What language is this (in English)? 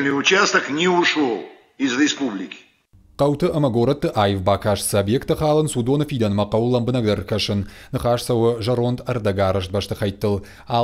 Ossetic